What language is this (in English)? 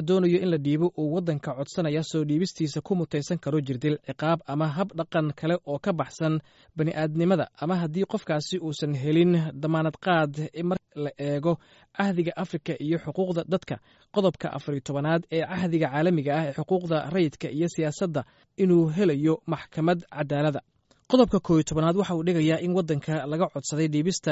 Somali